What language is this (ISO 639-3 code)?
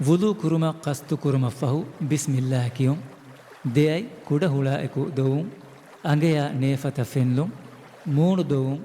div